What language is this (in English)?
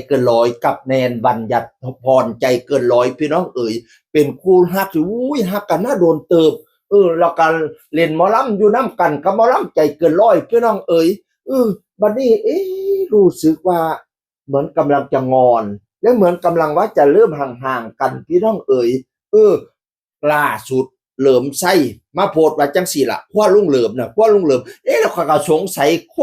Northeastern Thai